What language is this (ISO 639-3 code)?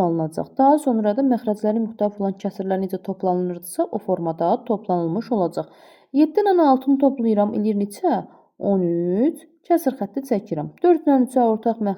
aze